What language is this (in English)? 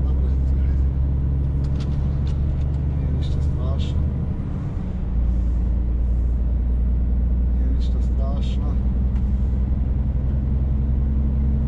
Croatian